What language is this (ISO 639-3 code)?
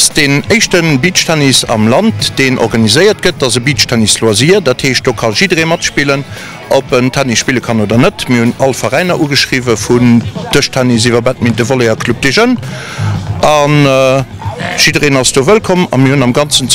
ltz